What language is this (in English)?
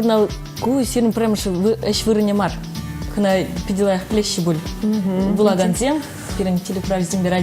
Chuvash